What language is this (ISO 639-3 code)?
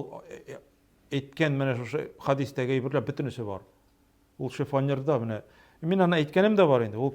tat